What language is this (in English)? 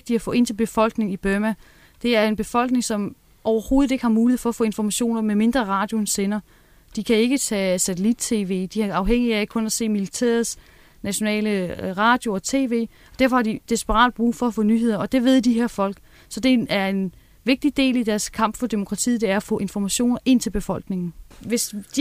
Danish